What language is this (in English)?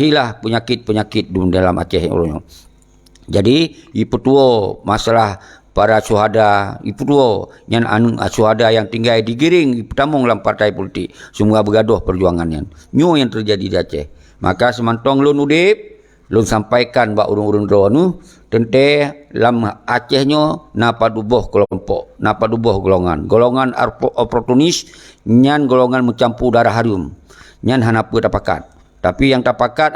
Achinese